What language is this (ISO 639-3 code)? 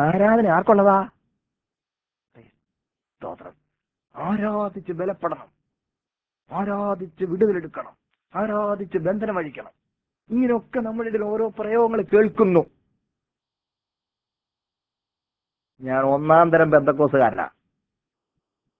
mal